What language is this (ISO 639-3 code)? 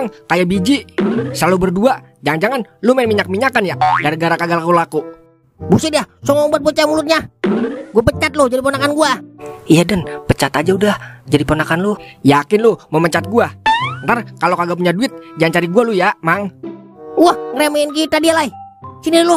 bew